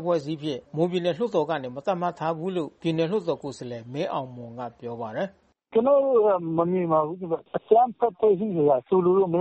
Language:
Burmese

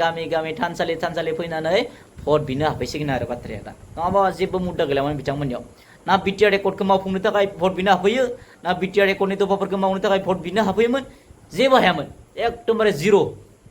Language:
Bodo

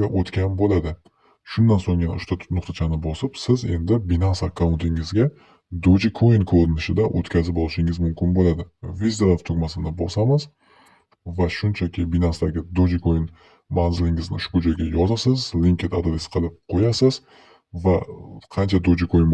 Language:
Uzbek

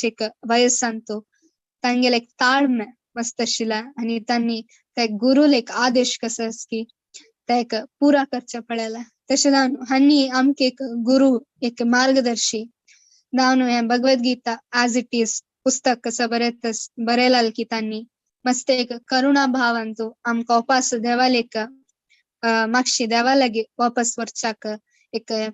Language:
Konkani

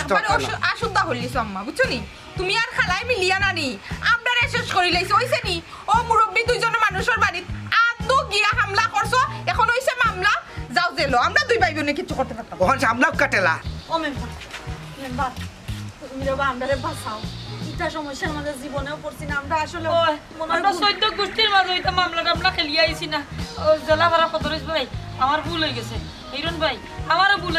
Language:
Sylheti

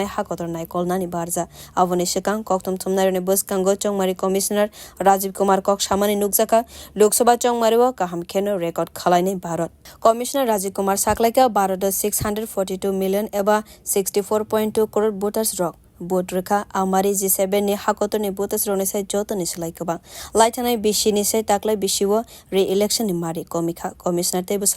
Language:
Kok Borok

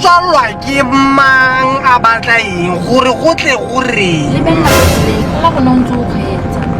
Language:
Tswana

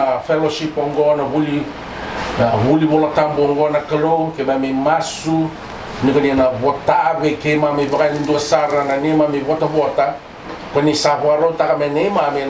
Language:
Fijian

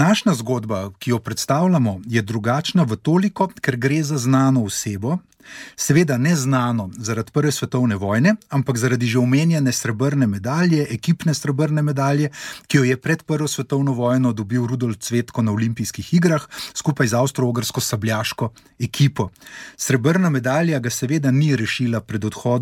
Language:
Slovenian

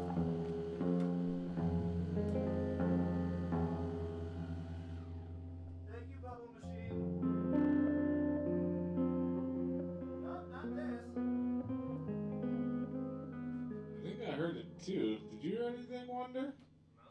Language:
English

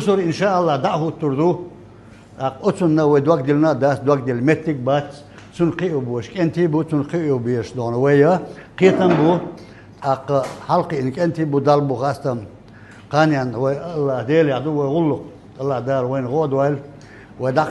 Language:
Chechen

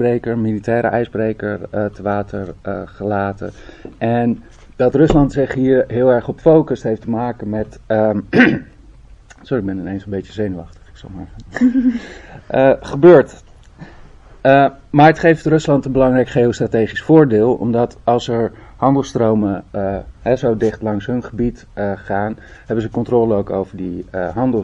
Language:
Dutch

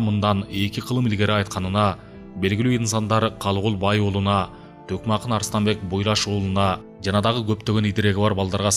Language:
Kyrgyz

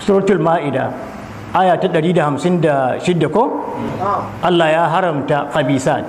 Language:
Hausa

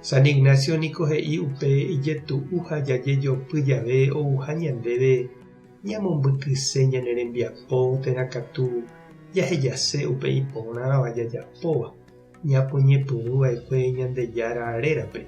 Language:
Guarani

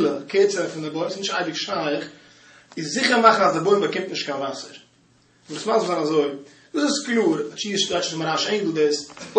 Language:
Yiddish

